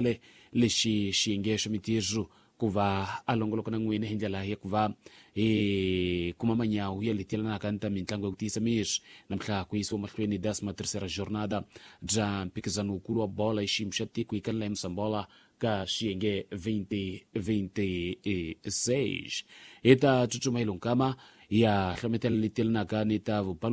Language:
Tsonga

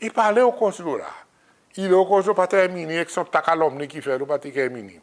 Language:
Seselwa Creole French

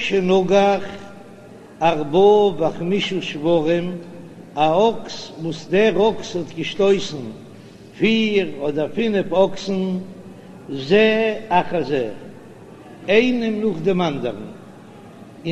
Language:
Yiddish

